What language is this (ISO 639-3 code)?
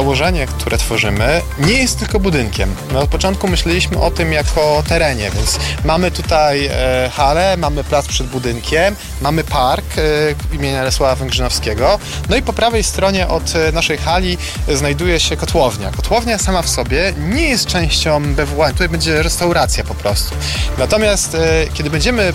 pol